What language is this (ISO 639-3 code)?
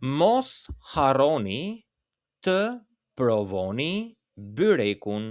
sqi